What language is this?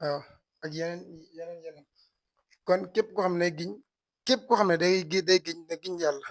Wolof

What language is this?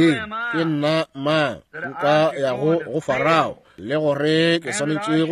Northern Sotho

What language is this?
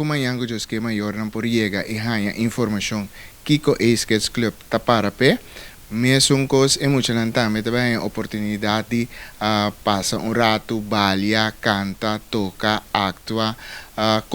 Papiamento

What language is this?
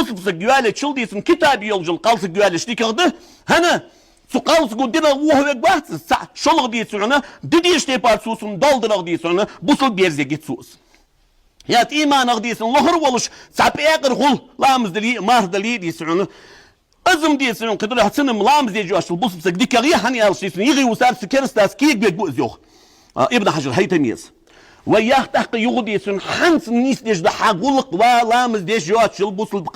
Ingush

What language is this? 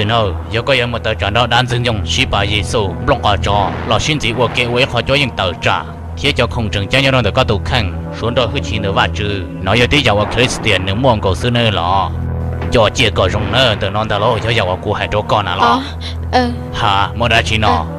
Hmong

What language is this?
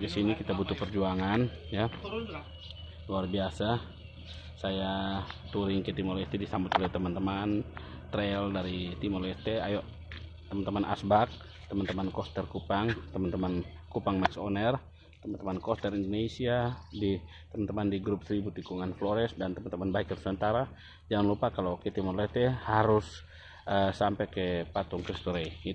Indonesian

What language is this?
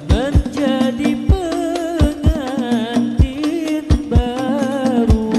Banjar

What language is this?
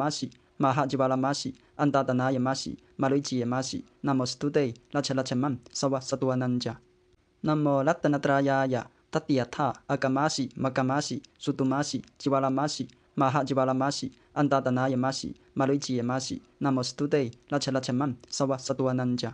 Pali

